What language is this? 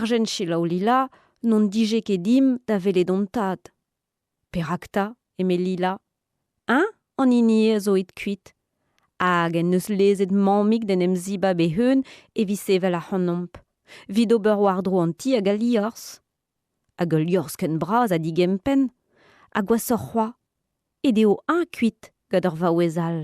Breton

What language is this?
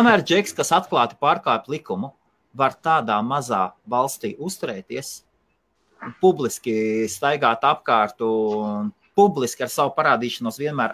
Latvian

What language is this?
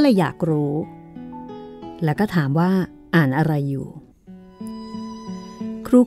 Thai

